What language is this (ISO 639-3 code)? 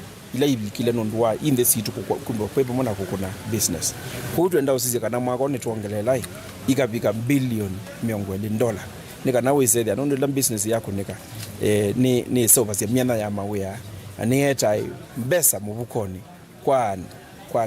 kam